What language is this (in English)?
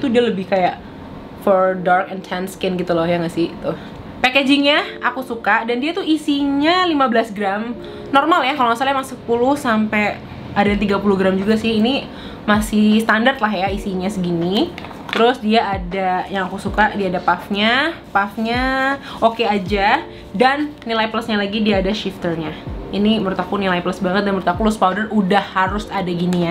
Indonesian